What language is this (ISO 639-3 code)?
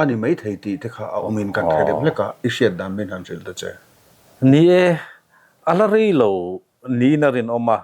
lus